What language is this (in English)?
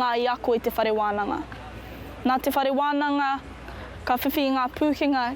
Māori